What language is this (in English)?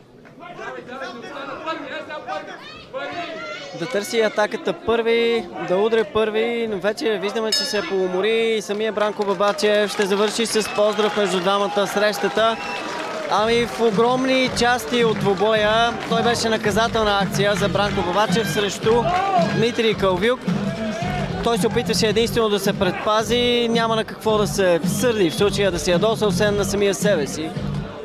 Bulgarian